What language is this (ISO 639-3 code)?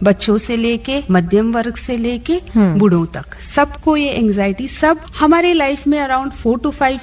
hin